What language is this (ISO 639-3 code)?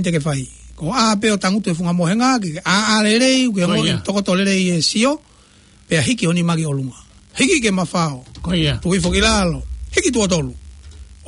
ton